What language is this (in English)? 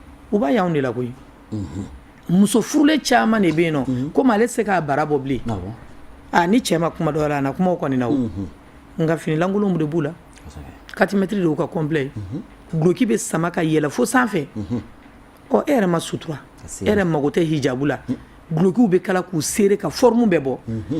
Bambara